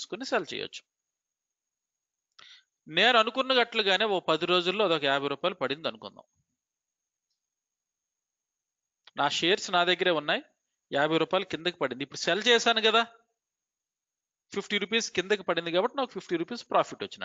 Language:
Telugu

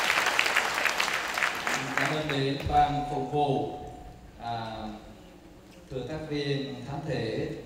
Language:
Vietnamese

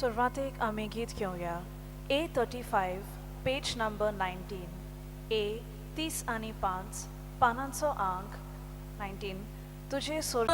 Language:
Konkani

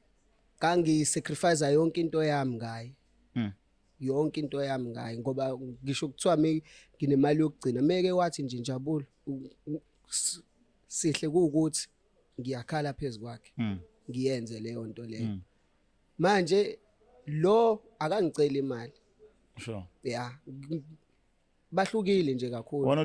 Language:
Zulu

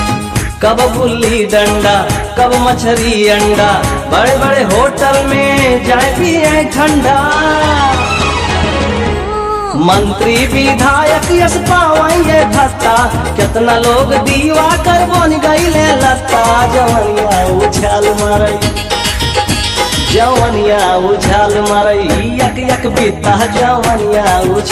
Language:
Bhojpuri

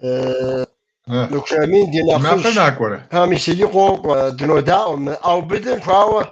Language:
Kabardian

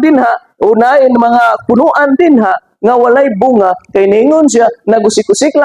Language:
Cebuano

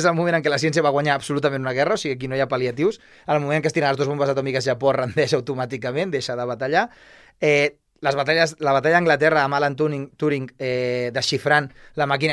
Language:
Catalan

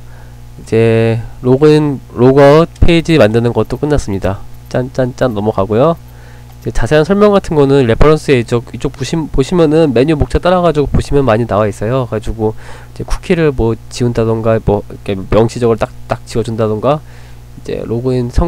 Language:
Korean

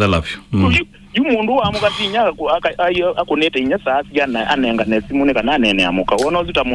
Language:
Kamba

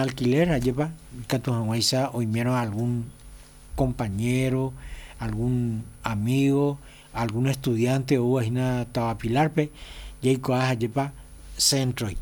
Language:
Guarani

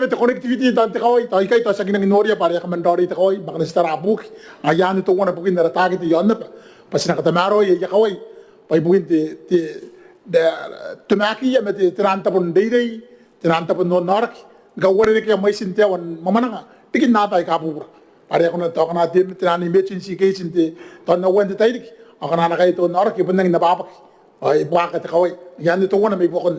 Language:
Gilbertese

